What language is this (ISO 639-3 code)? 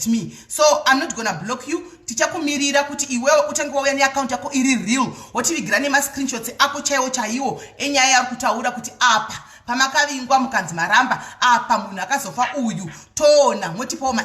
sna